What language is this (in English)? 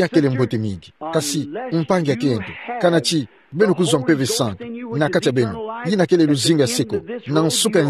Kituba (Democratic Republic of Congo)